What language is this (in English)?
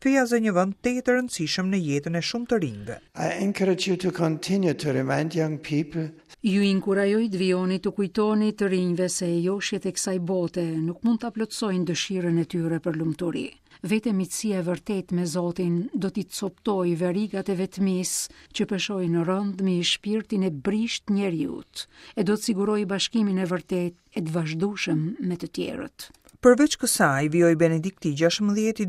Albanian